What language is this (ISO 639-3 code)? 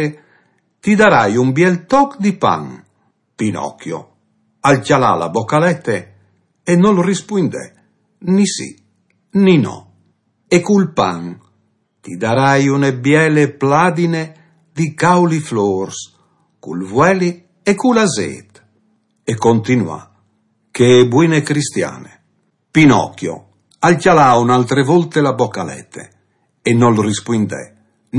fur